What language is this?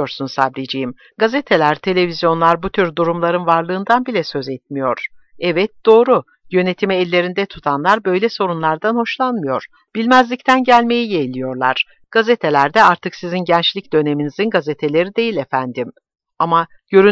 Turkish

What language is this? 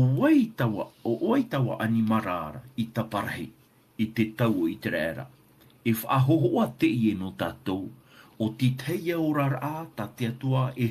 Tahitian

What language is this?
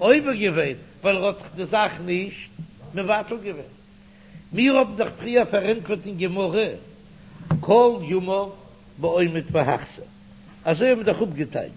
Yiddish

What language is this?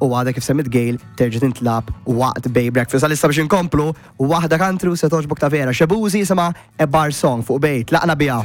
Maltese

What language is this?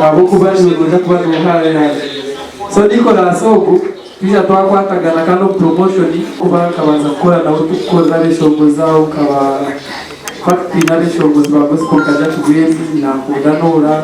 Nyankole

